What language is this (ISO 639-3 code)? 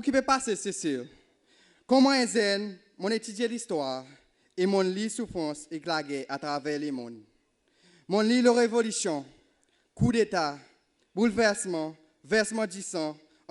crs